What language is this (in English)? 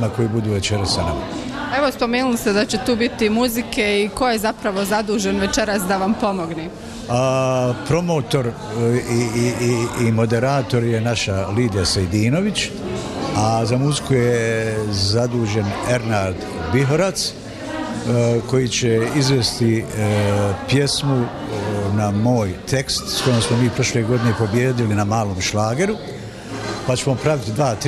Bosnian